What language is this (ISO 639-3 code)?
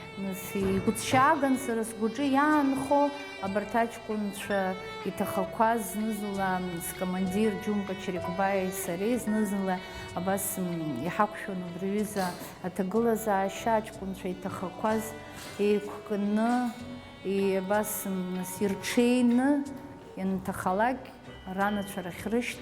abk